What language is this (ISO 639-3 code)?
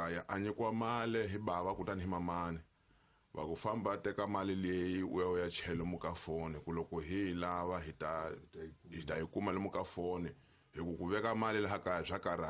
tso